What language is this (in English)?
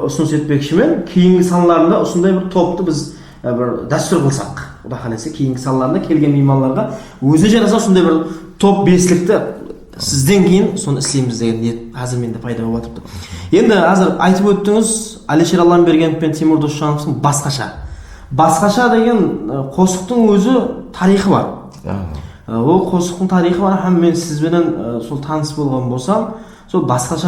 Kara-Kalpak